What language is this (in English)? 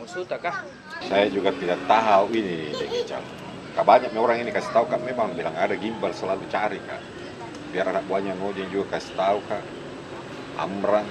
Makassar Malay